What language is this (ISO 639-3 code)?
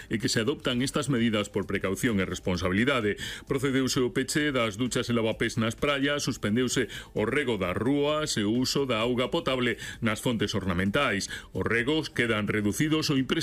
glg